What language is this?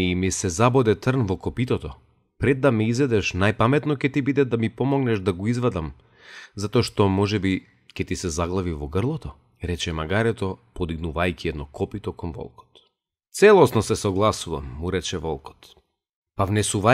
Macedonian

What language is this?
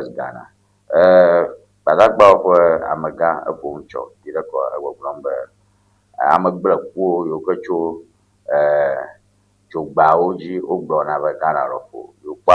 Ewe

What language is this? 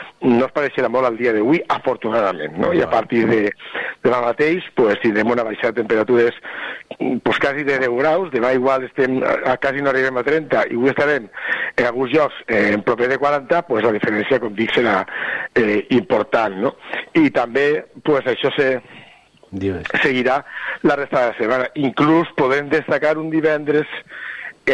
Catalan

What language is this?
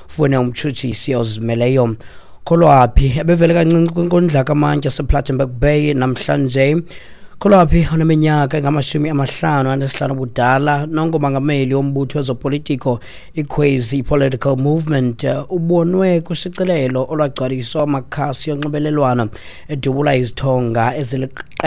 Xhosa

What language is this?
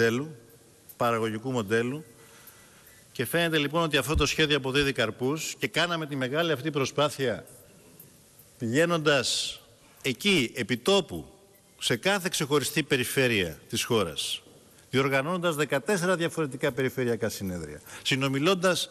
Greek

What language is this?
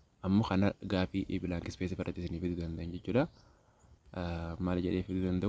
Oromo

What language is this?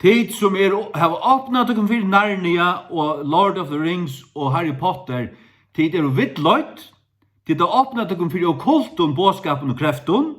Faroese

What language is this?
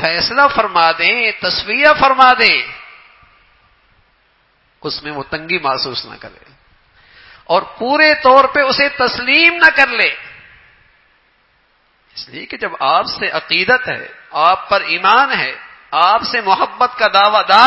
Urdu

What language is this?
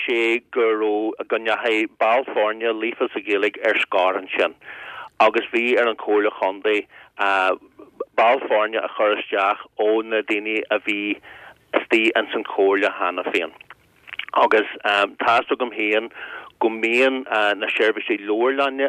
Irish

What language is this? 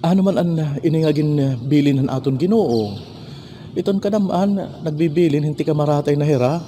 Waray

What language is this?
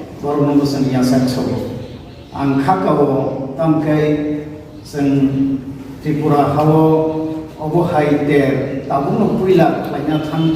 Kok Borok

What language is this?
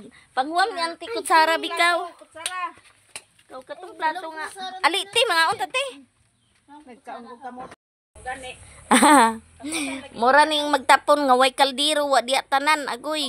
Cebuano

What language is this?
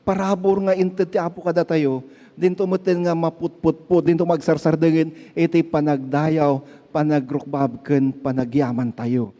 Iloko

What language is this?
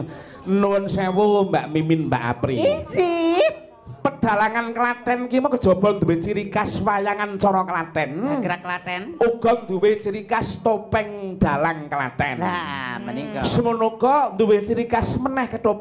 Javanese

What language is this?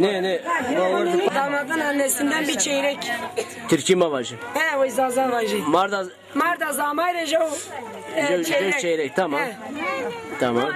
Zaza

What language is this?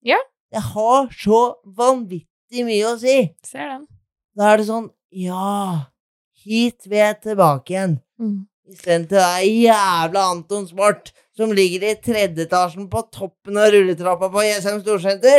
Norwegian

